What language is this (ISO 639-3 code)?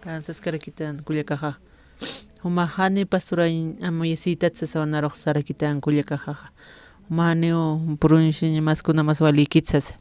aym